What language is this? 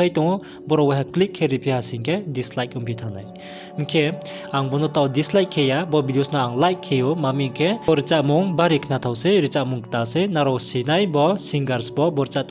Riang (India)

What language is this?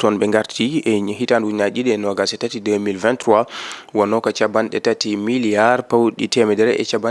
Fula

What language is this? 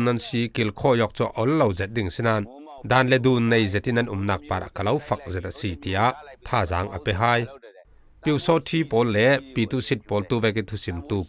Falam Chin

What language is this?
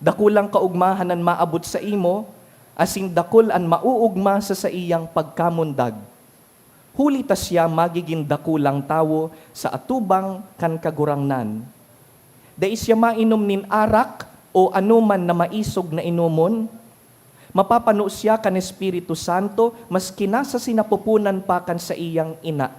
Bikol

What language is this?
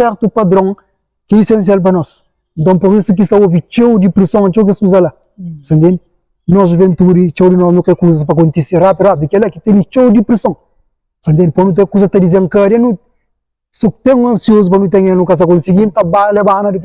Kabuverdianu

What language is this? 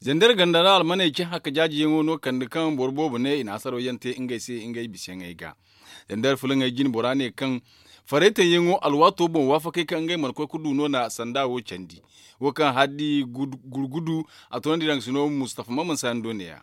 Zarma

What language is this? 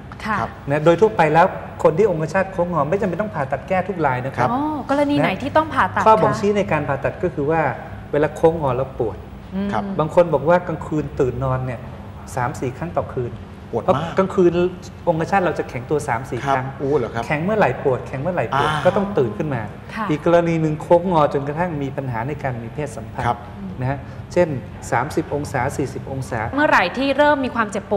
Thai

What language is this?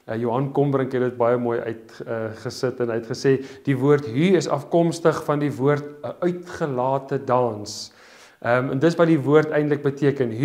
Afrikaans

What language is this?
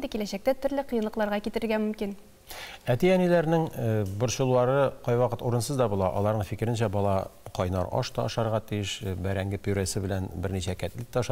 Tatar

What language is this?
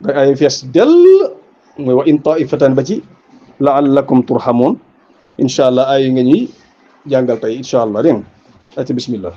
Wolof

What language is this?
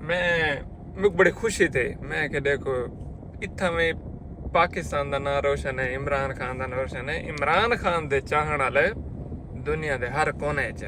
Saraiki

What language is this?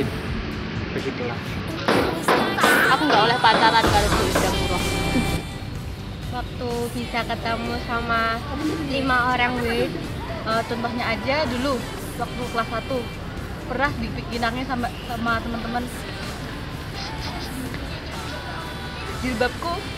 Indonesian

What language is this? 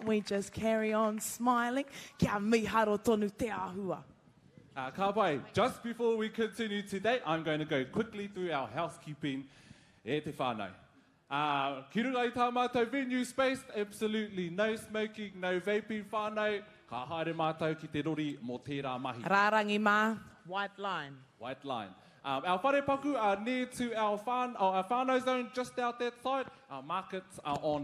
Māori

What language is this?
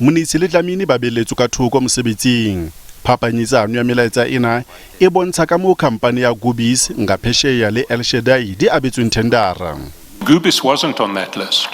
Southern Sotho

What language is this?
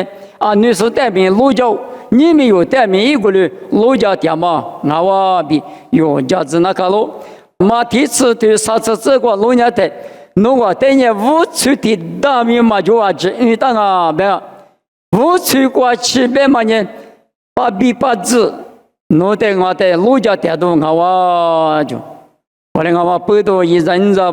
Lisu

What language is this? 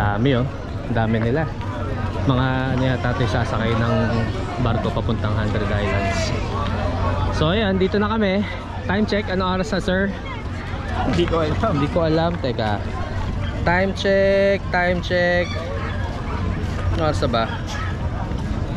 Filipino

